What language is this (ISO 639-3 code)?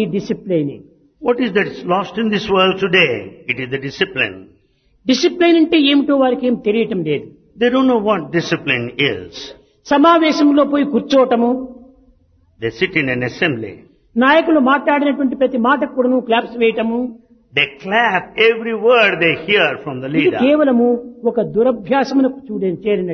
tel